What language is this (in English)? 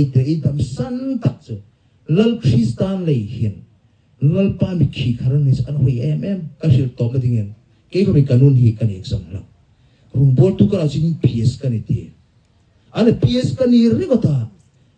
Hmar